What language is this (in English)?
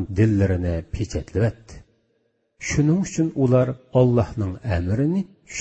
Uyghur